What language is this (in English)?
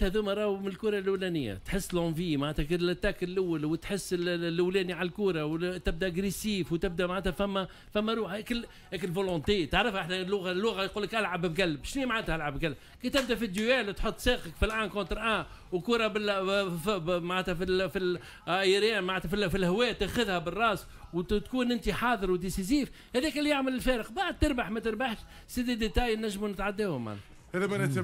Tunisian Arabic